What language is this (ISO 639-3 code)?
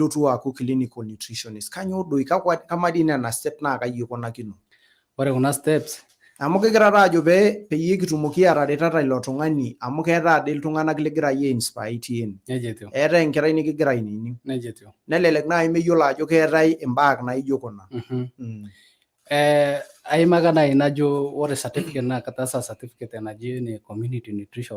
mas